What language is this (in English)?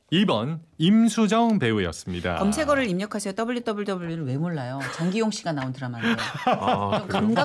Korean